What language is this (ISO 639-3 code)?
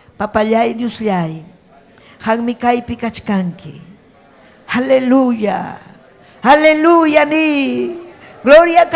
quy